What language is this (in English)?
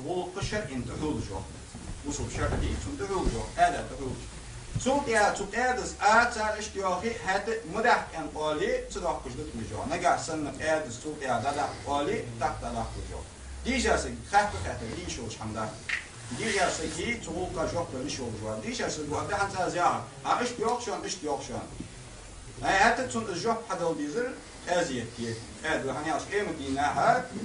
Ingush